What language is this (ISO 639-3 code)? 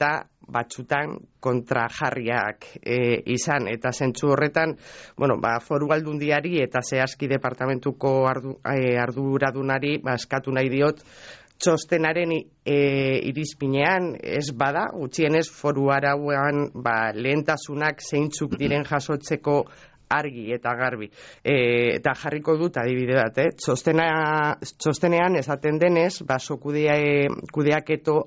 eus